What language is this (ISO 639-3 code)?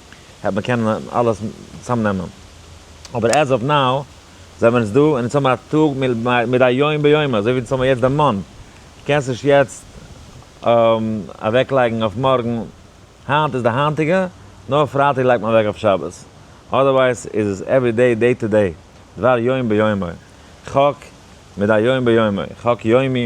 yid